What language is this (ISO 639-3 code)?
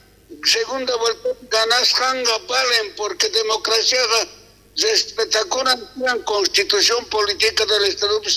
quh